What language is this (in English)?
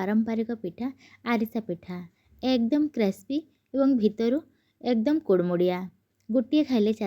Odia